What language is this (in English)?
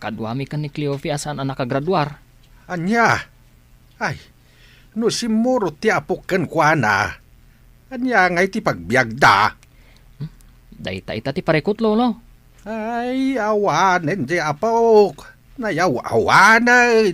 Iloko